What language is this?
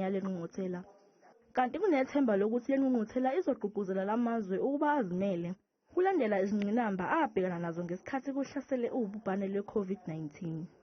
Zulu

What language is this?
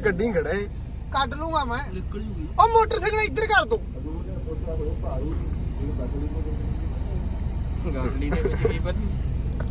Punjabi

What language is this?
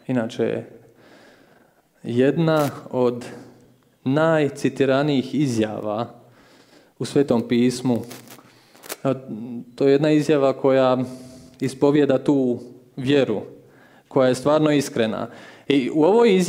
Croatian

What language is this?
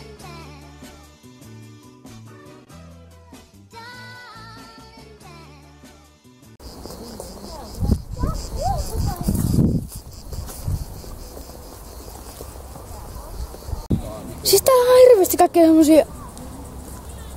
Finnish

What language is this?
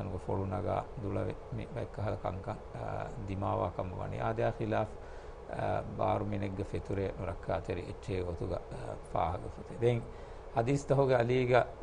Divehi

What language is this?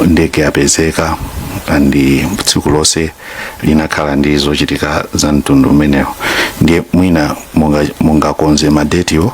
Nyanja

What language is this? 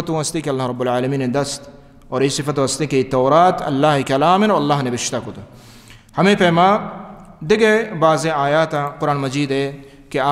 Baluchi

